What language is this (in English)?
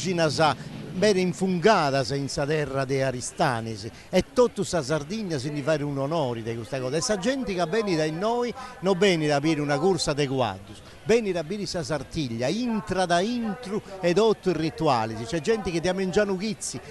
Sardinian